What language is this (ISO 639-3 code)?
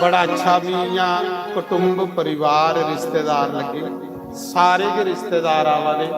doi